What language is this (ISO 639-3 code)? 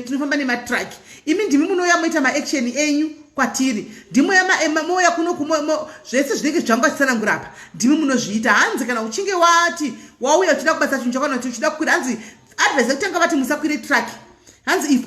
sna